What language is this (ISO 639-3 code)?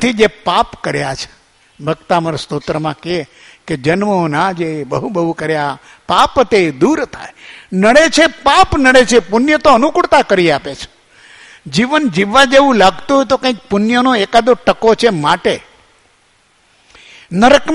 guj